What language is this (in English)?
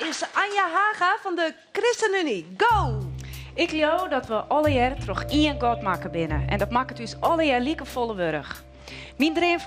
Western Frisian